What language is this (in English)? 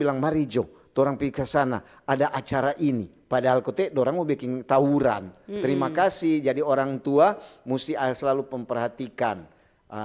Manado Malay